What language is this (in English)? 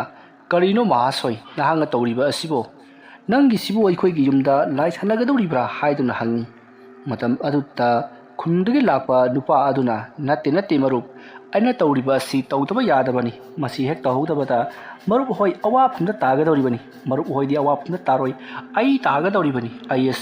Manipuri